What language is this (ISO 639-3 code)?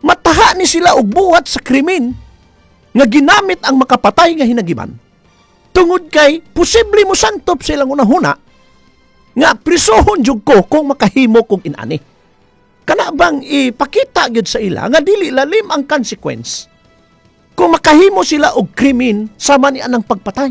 ceb